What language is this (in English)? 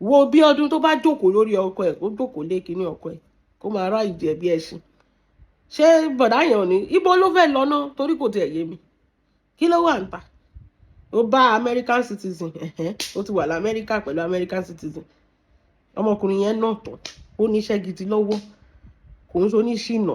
Yoruba